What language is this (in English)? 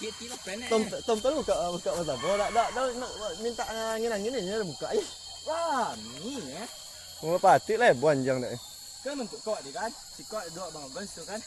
Minangkabau